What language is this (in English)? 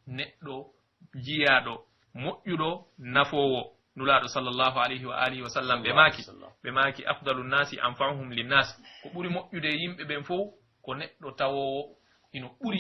Pular